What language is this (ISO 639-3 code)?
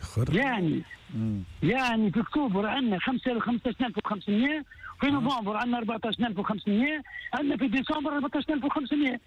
aeb